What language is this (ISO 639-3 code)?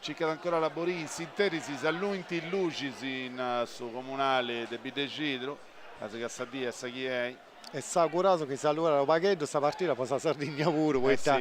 srd